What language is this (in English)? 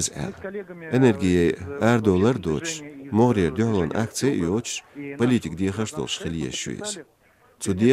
Chechen